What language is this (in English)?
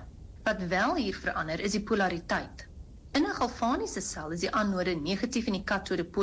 Afrikaans